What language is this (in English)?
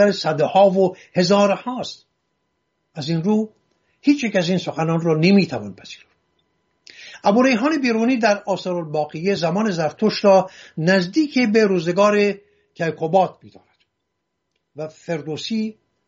Persian